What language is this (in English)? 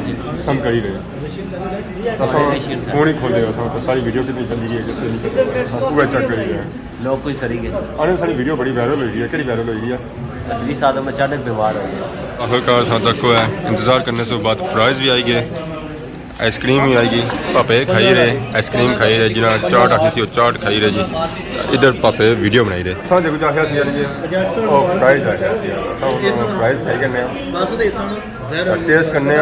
Pahari-Potwari